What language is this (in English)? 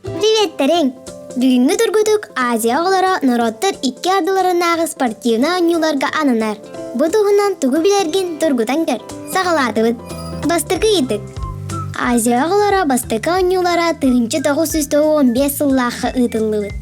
Yakut